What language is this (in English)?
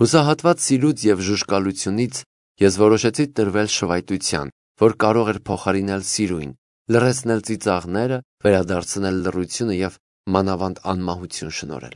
Armenian